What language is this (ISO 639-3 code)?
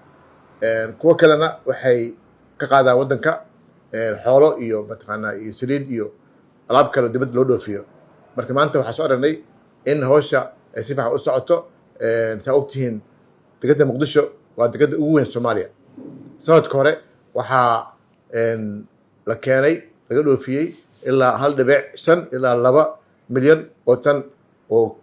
som